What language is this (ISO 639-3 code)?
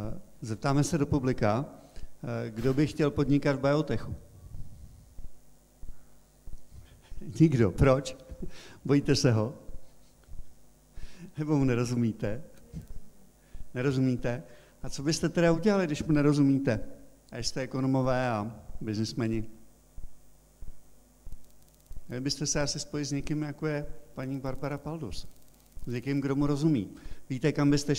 ces